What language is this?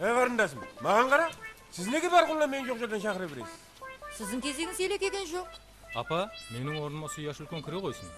Kara-Kalpak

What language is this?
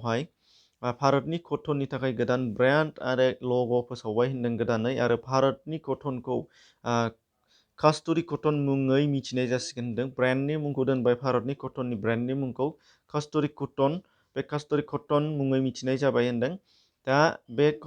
Bodo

